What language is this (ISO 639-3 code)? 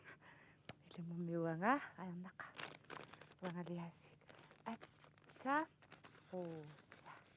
kal